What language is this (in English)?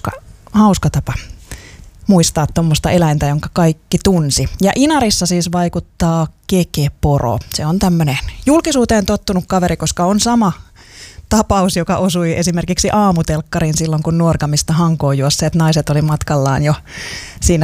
Finnish